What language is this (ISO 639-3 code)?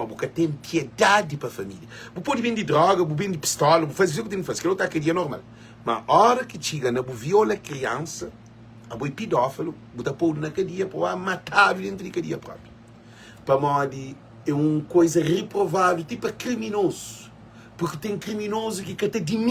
kea